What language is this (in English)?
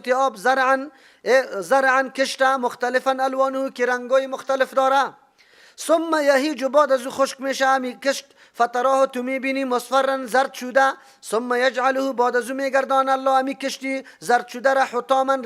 Persian